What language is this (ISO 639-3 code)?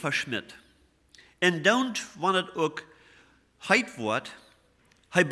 pdt